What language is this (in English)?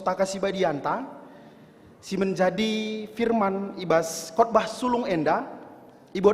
Batak Karo